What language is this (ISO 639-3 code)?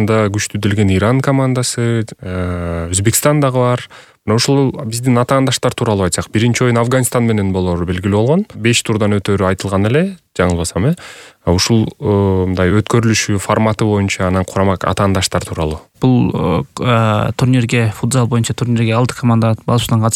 kir